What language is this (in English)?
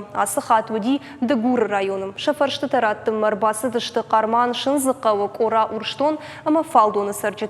Ossetic